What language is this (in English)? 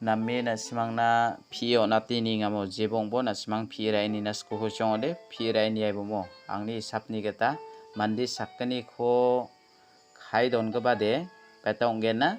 Garo